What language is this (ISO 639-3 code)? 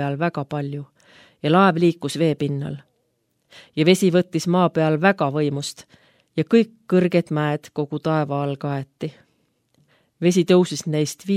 est